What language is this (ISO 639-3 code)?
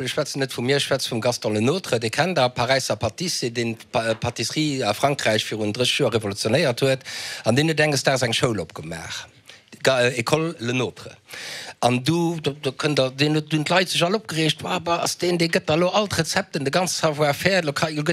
ltz